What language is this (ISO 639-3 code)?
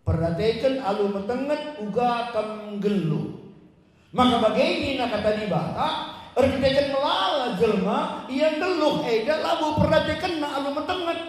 btx